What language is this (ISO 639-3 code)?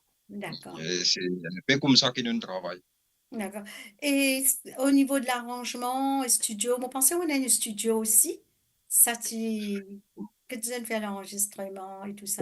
mfe